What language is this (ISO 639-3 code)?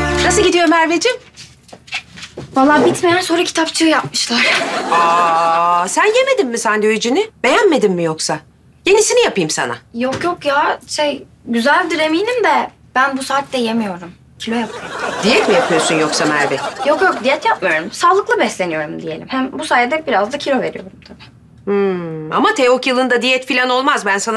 tur